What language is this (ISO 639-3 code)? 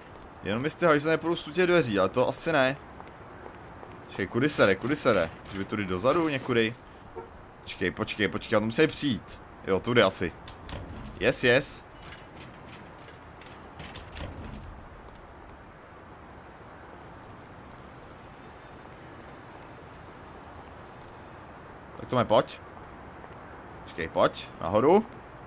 ces